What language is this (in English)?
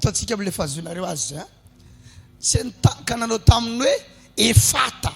Malagasy